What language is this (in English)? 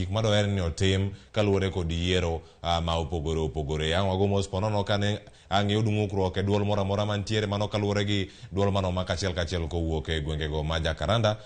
Luo (Kenya and Tanzania)